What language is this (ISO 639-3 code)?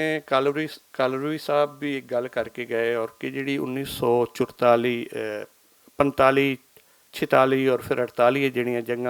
lah